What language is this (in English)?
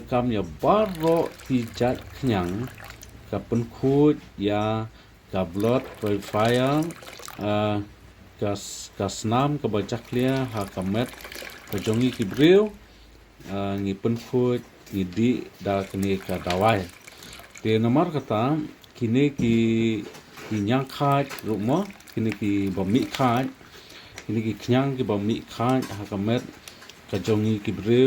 Khasi